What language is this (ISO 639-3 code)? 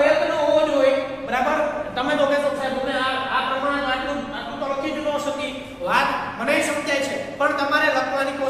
guj